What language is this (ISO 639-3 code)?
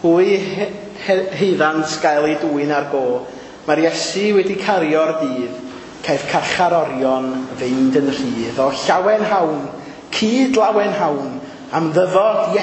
cym